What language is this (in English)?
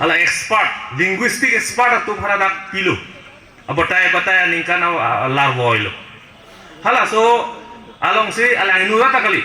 Karbi